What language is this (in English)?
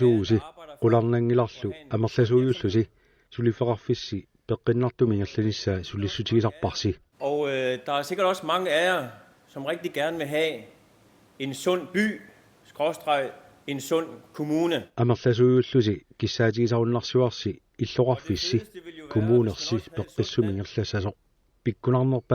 Kalaallisut